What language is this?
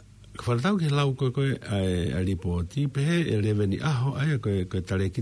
Tongan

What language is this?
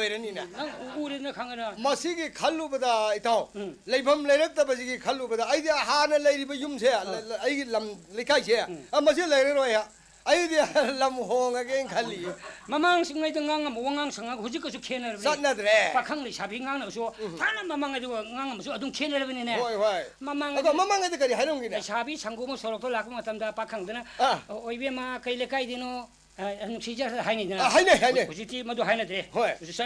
Manipuri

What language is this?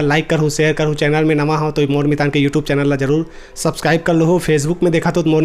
Chhattisgarhi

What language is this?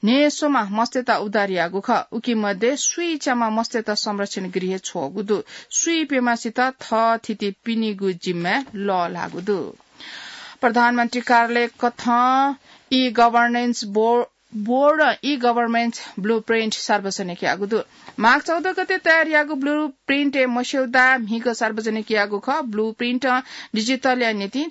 Newari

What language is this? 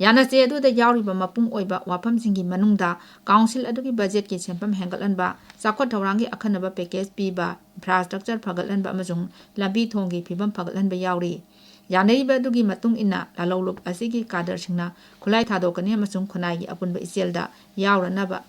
Manipuri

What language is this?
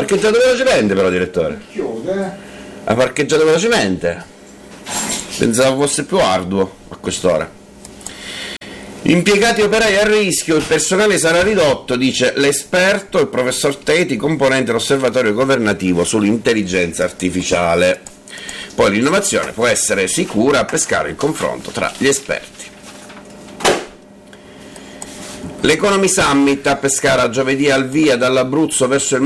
Italian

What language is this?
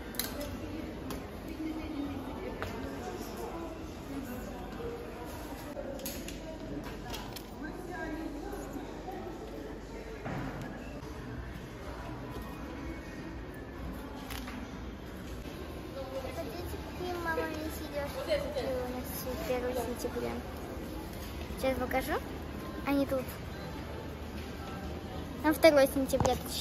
Russian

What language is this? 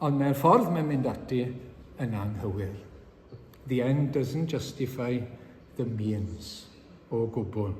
Welsh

